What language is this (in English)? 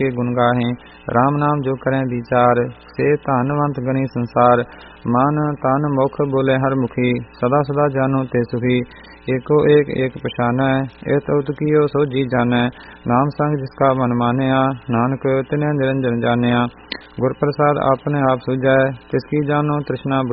Punjabi